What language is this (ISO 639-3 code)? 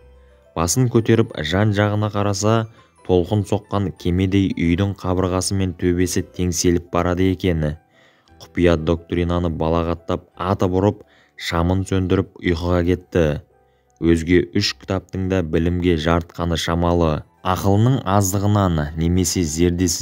kaz